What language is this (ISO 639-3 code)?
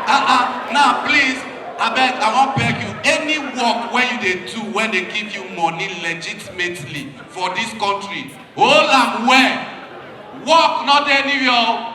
pcm